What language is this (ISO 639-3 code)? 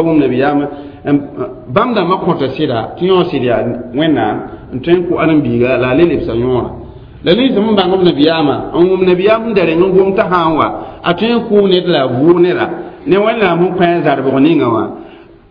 mos